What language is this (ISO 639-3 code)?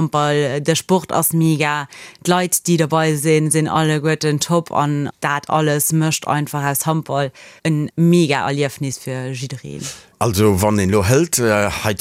ltz